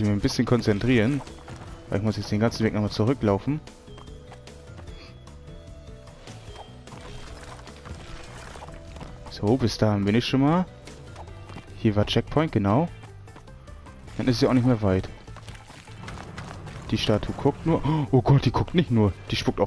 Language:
German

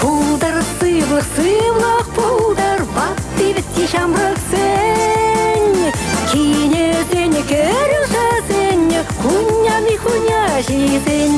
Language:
Chuvash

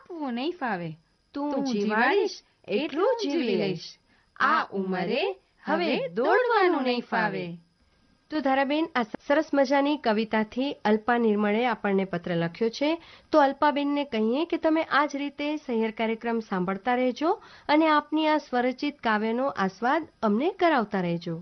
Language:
Gujarati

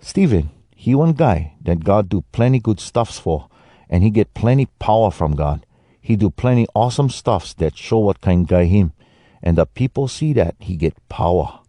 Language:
Hawai'i Creole English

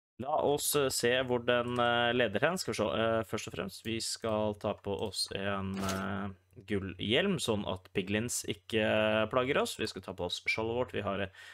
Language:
Norwegian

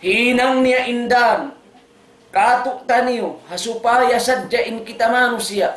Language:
Tausug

